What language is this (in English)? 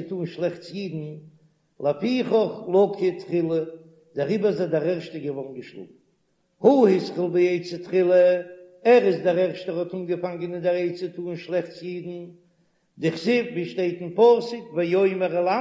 Yiddish